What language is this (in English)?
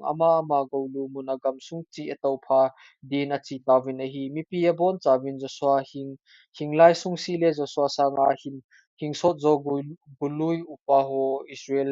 Thado Chin